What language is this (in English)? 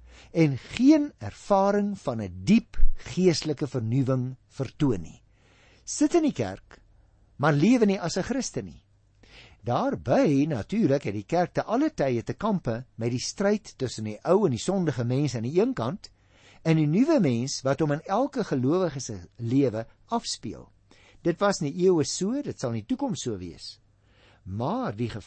Afrikaans